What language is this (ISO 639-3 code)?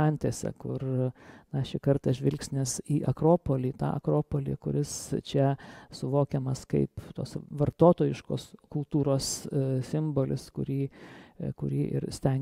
lit